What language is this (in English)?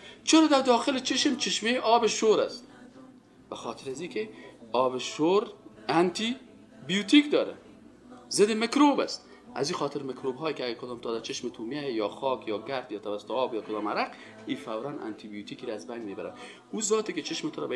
Persian